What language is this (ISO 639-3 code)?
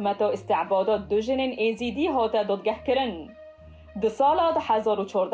kur